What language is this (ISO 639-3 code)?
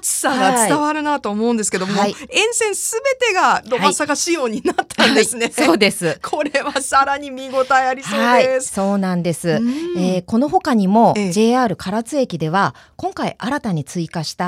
jpn